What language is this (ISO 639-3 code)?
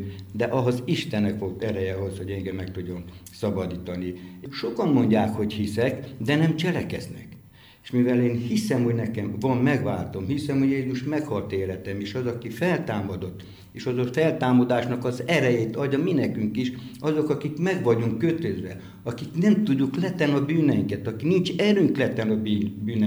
hun